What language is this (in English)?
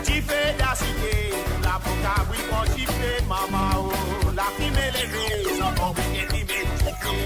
Morisyen